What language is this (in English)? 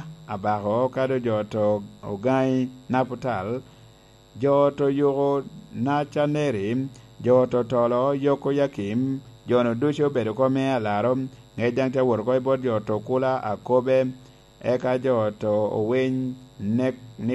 Lango (Uganda)